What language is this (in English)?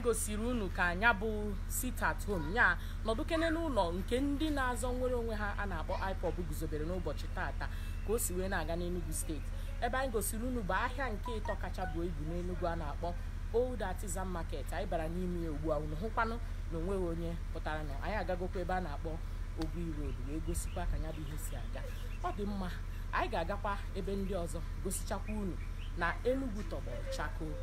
Igbo